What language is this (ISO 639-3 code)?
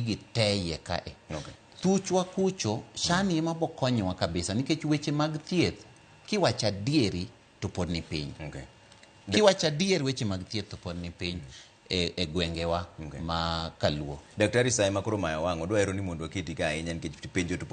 luo